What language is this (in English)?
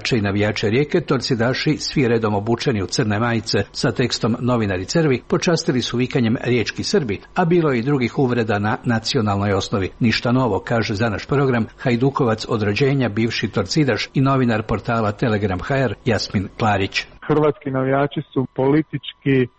Croatian